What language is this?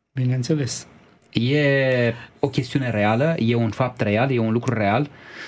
Romanian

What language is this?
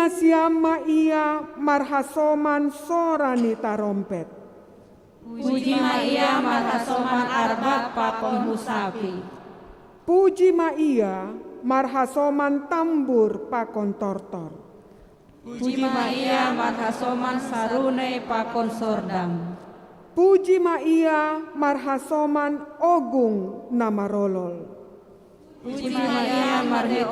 Batak Simalungun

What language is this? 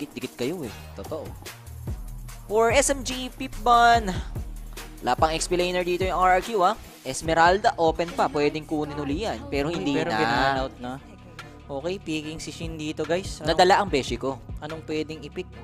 Filipino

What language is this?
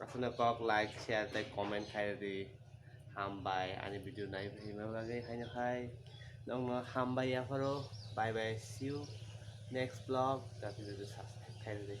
Kok Borok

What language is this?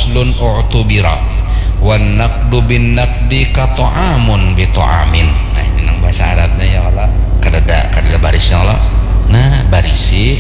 Banjar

